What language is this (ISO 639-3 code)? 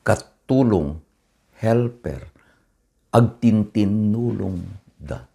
ilo